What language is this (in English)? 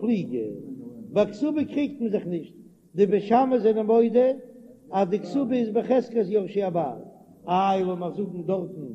Yiddish